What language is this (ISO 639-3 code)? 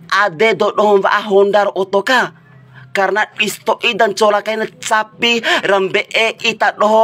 bhp